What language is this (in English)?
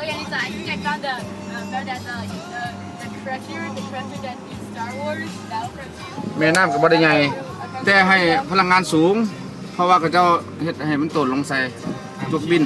Lao